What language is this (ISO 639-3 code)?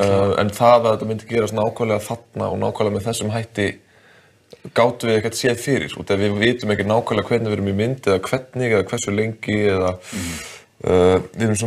isl